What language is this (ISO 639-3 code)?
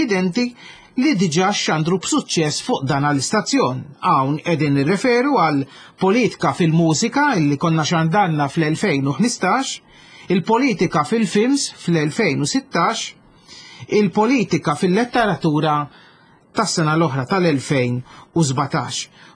mlt